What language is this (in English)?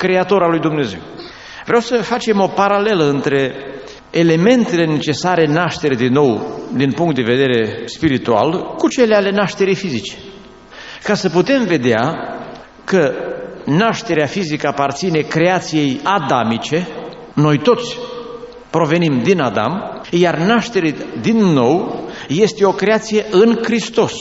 Romanian